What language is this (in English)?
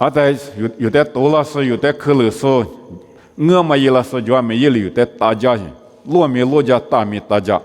Lisu